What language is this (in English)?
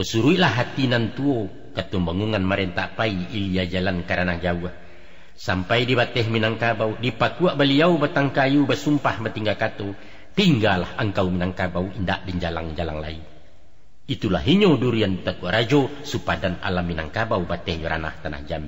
Minangkabau